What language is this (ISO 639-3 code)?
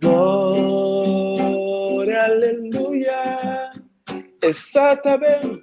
kea